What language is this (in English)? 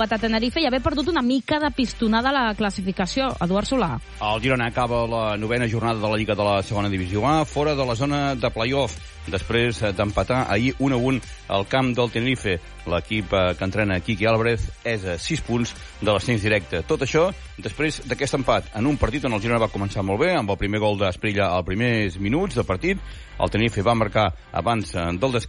Catalan